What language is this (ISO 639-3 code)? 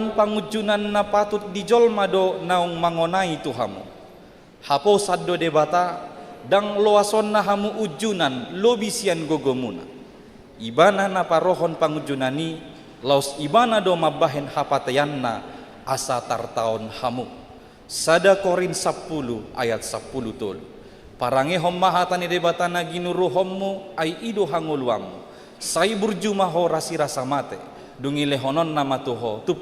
bbc